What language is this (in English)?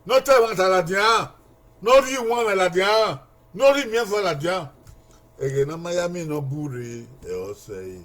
Bini